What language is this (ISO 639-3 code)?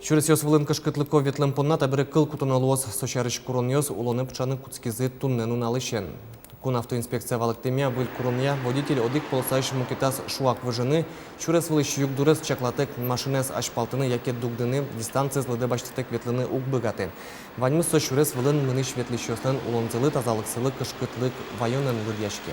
udm